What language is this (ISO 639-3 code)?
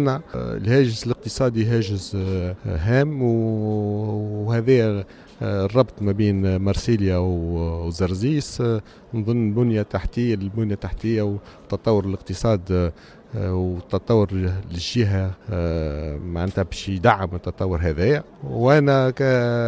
aeb